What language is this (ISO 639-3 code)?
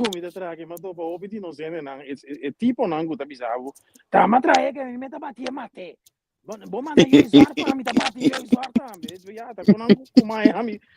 pap